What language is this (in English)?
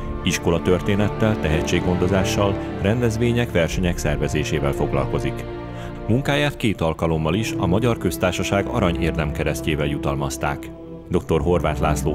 Hungarian